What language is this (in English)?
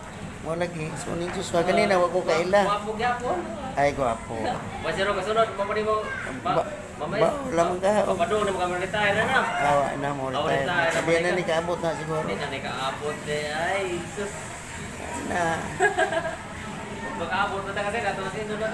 Cebuano